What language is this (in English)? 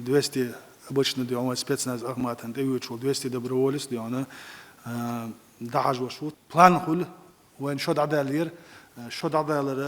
Chechen